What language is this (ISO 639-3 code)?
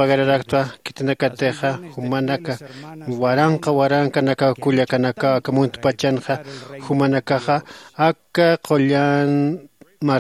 aym